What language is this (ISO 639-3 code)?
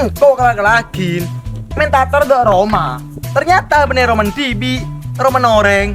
mad